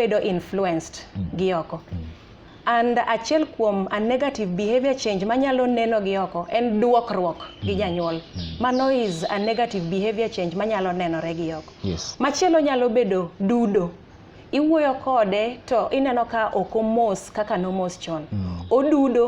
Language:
Luo (Kenya and Tanzania)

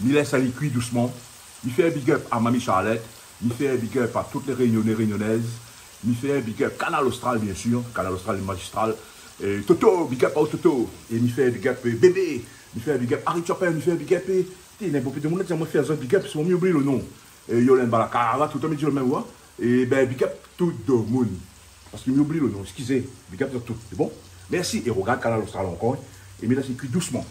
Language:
Réunion Creole French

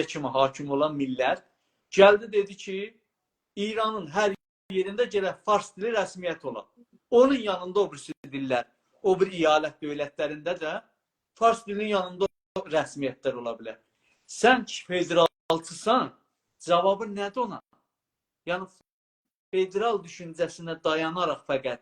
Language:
South Azerbaijani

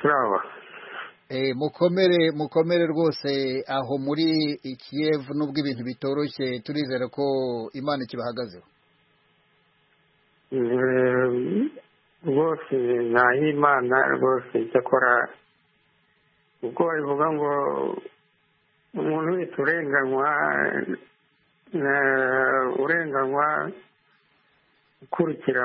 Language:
Kinyarwanda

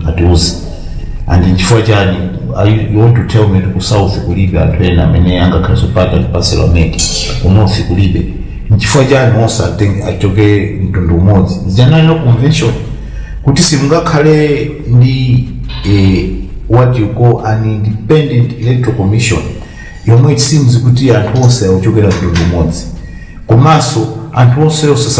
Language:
Nyanja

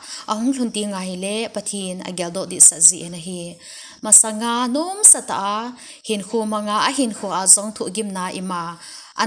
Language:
Thado Chin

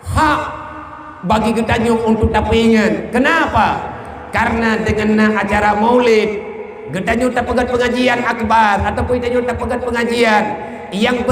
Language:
Achinese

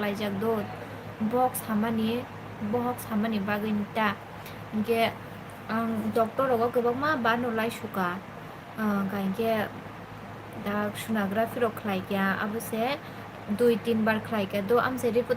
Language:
Kok Borok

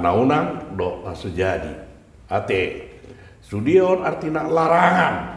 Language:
Batak Toba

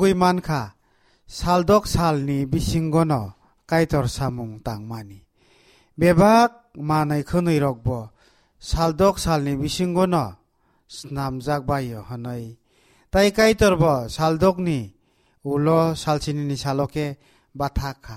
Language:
Kok Borok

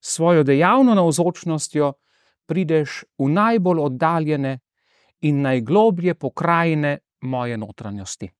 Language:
Slovenian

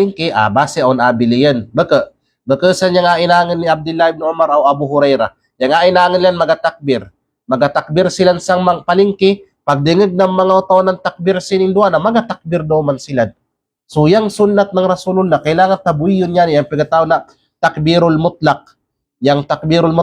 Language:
Kalagan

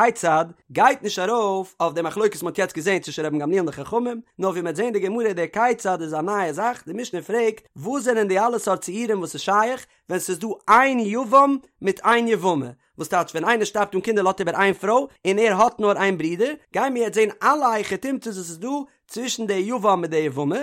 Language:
Yiddish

